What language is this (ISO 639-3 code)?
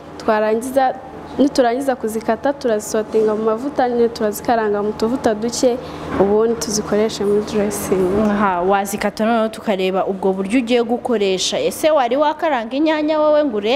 kin